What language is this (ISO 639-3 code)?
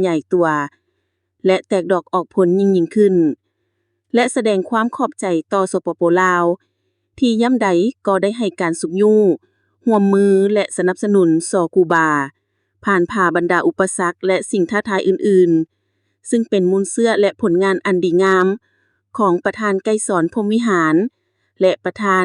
lao